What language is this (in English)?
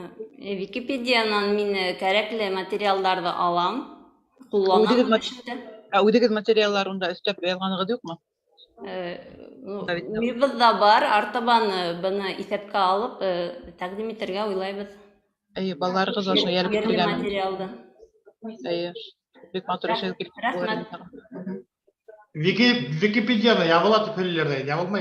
Bashkir